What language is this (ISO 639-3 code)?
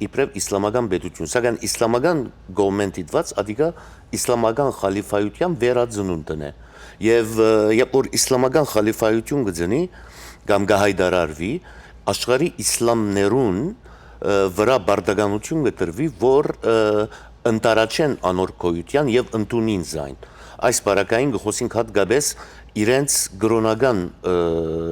hyw